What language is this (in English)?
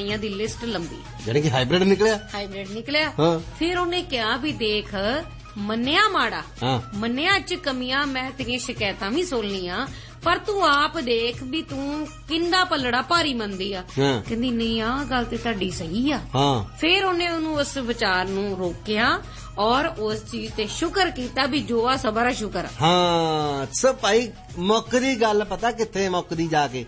Punjabi